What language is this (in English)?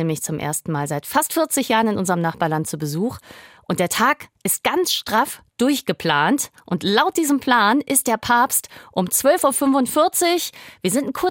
German